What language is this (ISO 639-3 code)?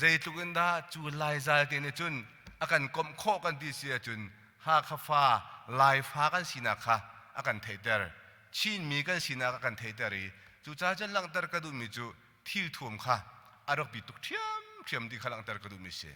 cnh